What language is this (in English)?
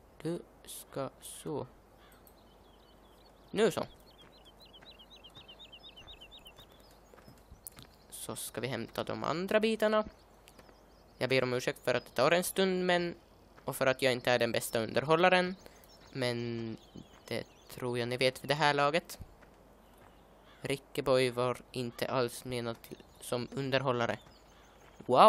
Swedish